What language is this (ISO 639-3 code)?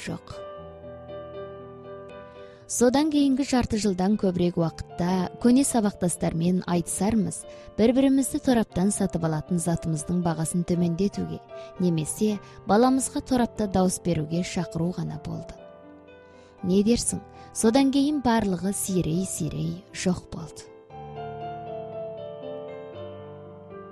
kaz